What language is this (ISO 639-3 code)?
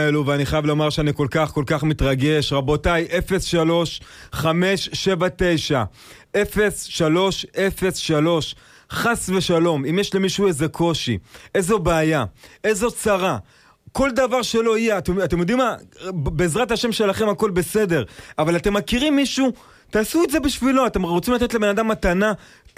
heb